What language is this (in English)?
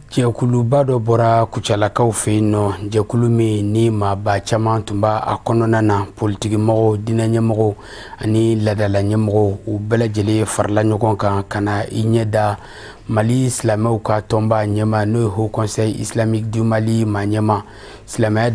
Bambara